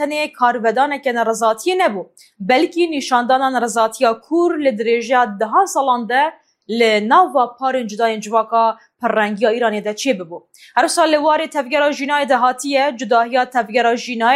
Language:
Kurdish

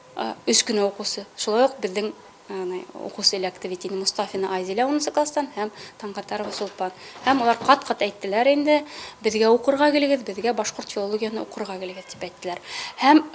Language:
Bashkir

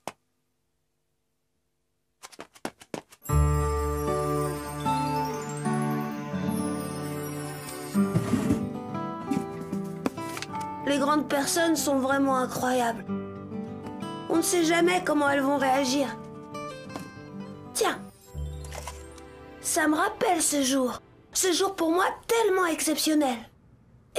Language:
French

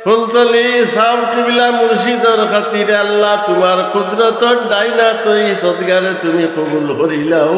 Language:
Sylheti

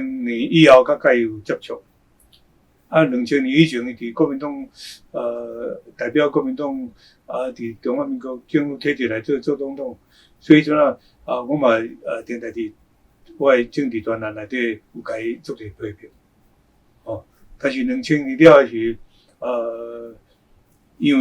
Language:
Min Nan Chinese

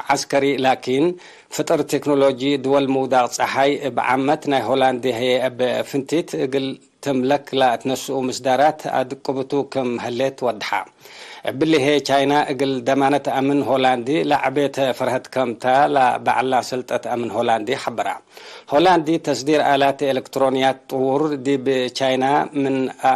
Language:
Tigre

